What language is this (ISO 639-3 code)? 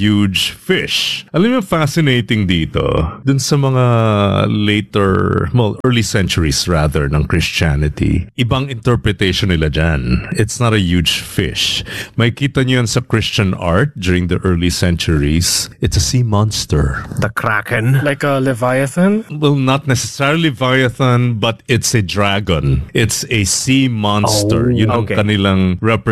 fil